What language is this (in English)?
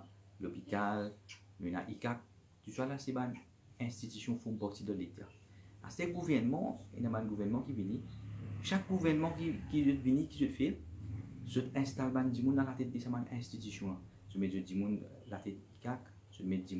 Morisyen